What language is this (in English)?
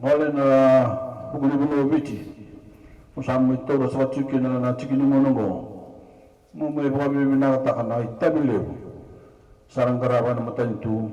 Fijian